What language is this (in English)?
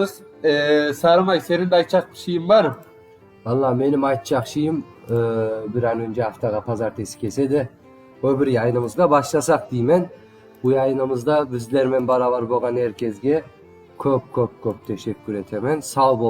Crimean Tatar